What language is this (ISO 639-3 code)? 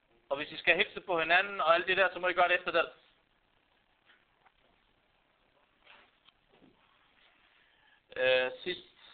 dan